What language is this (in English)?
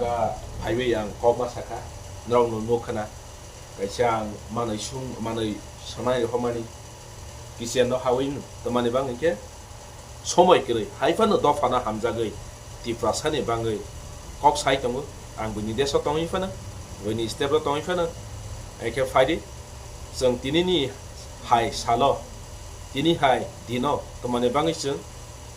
Kok Borok